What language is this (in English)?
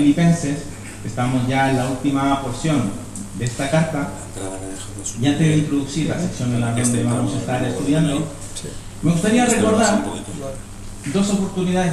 Spanish